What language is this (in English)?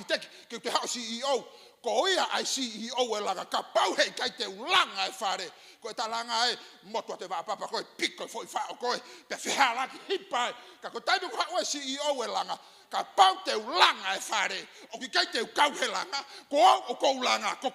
Tongan